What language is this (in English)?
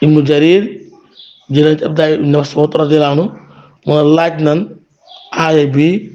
Wolof